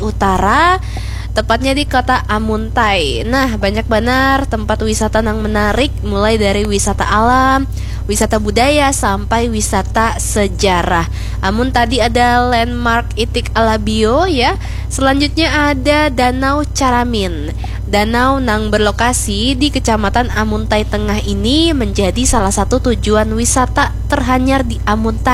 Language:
Banjar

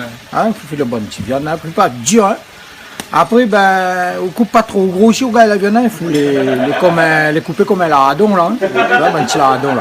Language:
Réunion Creole French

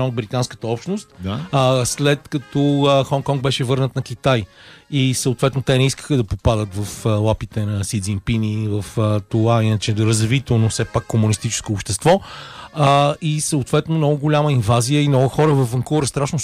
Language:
Bulgarian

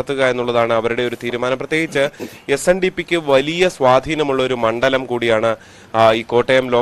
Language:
Malayalam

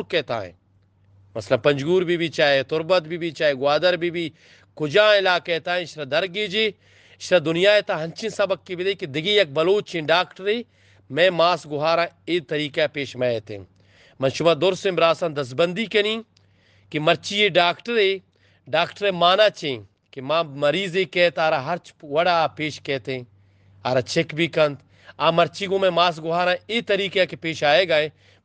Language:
Eastern Balochi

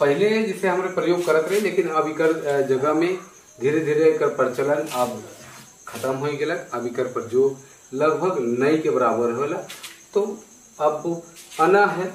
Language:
Sadri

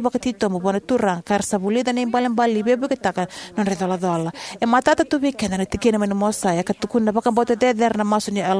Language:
Fijian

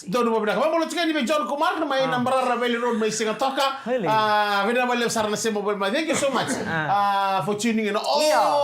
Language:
Fijian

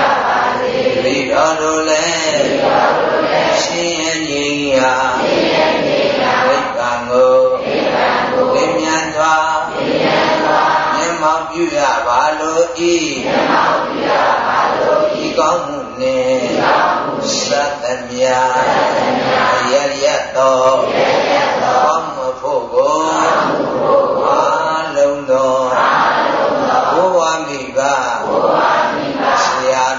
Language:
Burmese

